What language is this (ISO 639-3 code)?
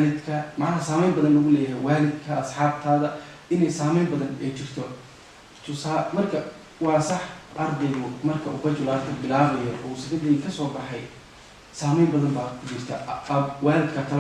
som